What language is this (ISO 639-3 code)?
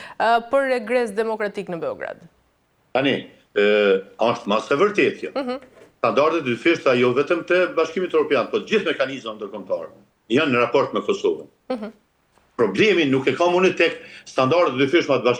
sqi